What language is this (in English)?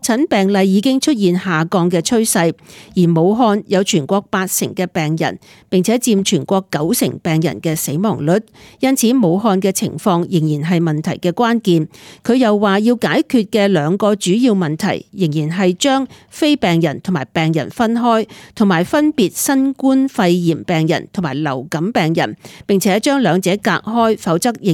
Cantonese